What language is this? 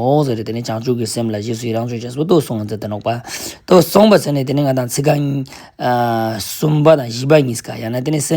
Ladakhi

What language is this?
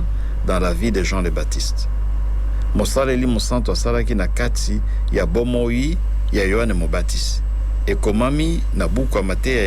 Lingala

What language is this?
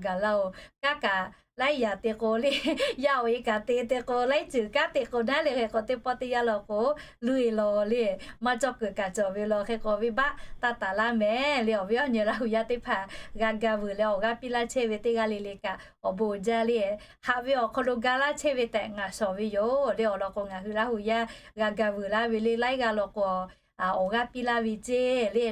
Lahu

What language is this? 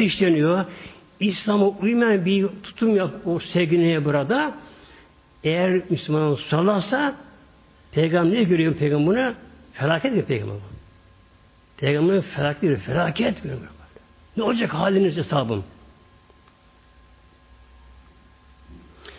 Turkish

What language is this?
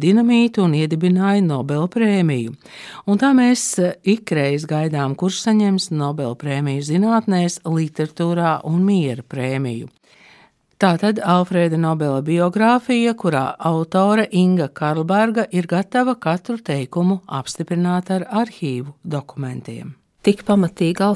Latvian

